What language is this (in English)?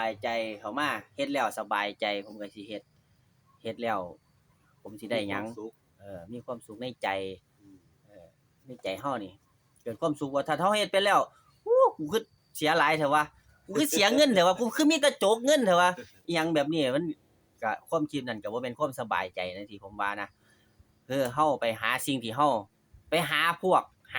Lao